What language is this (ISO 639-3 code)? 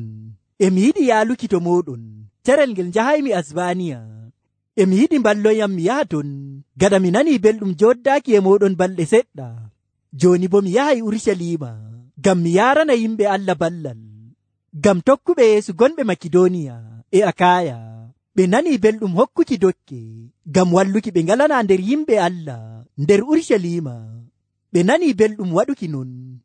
fuv